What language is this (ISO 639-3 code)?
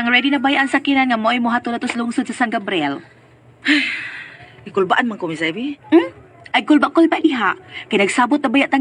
ceb